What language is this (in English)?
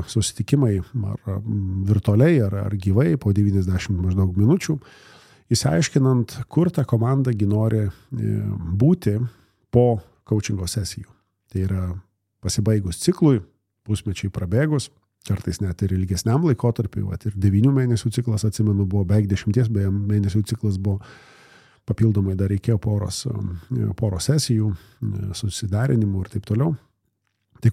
Lithuanian